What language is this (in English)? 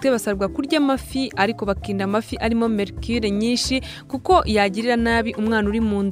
Kinyarwanda